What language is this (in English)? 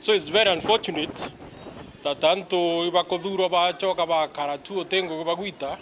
Meru